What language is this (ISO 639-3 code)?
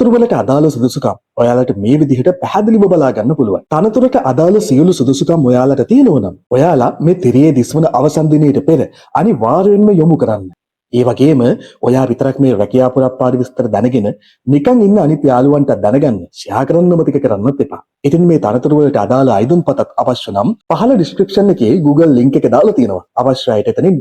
sin